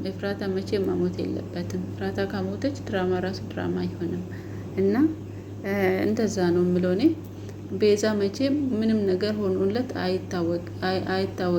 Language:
Amharic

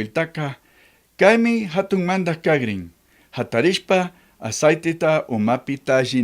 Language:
Chimborazo Highland Quichua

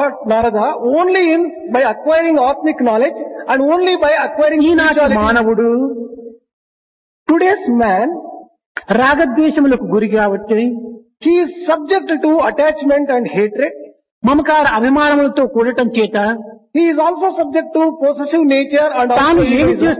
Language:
Telugu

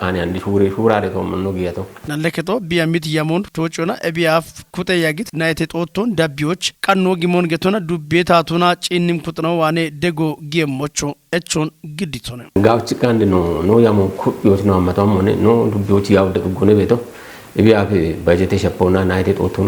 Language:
Kafa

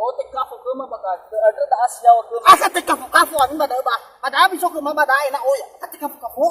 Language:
Nias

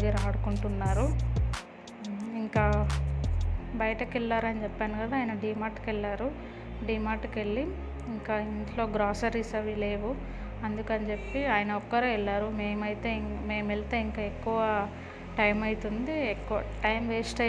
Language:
Telugu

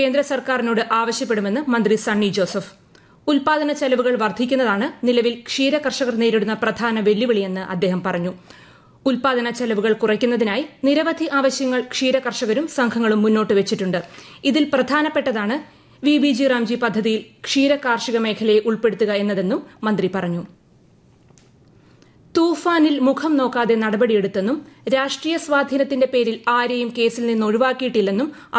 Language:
Malayalam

